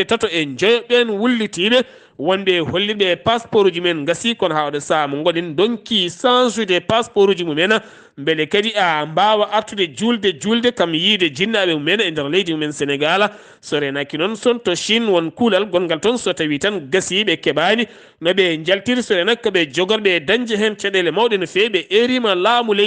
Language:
Fula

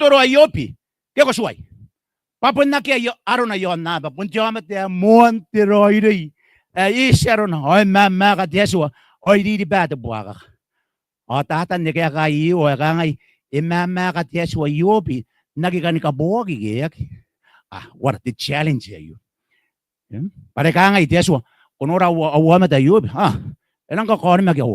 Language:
Gilbertese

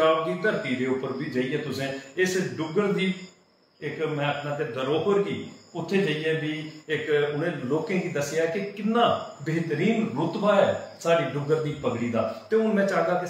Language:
Dogri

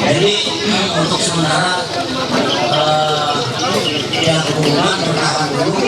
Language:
Ma'anyan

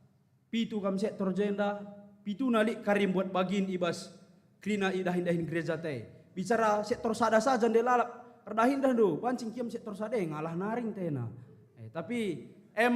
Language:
Batak Karo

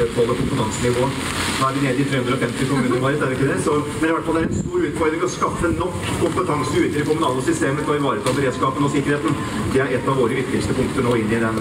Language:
Norwegian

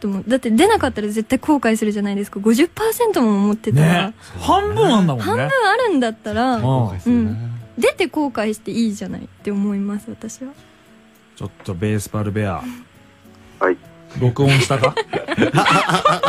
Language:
Japanese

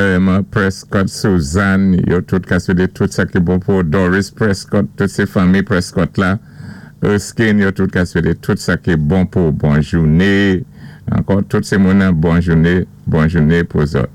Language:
Saint Lucian Creole French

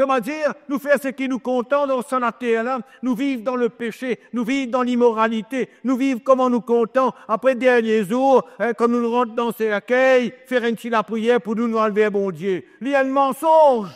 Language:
Morisyen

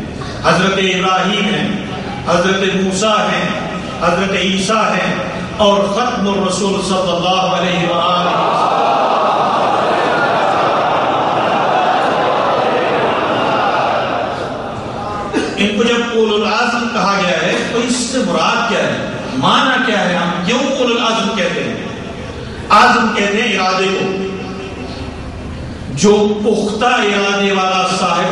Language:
Urdu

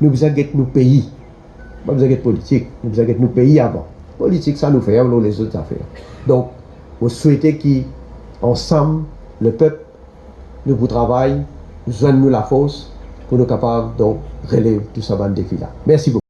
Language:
Morisyen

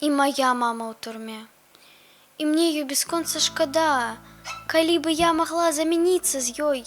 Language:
Belarusian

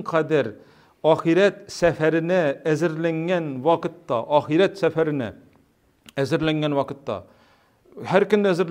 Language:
Tatar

